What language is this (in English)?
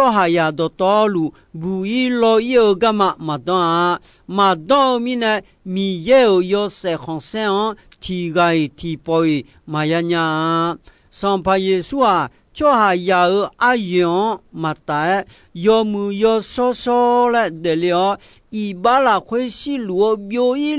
Akha